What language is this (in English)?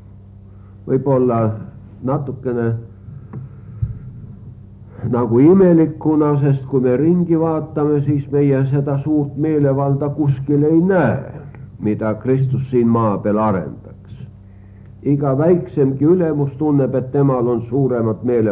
Estonian